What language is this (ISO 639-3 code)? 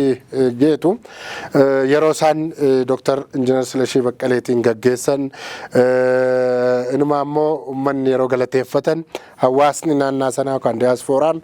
orm